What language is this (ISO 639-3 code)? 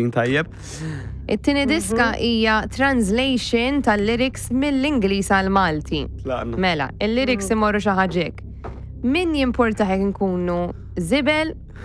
mlt